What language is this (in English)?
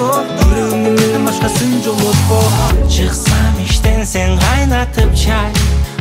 Kazakh